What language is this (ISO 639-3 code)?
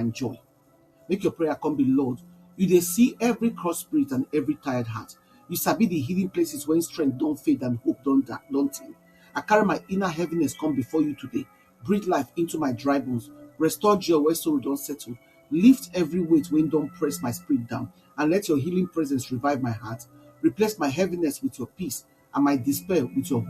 pcm